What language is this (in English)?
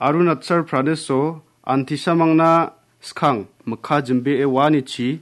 Garo